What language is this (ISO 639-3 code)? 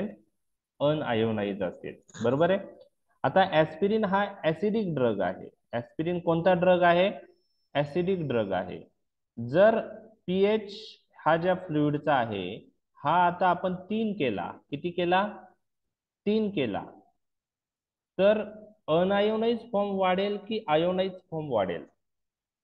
mar